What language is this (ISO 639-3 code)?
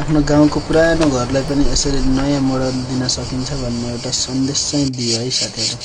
nep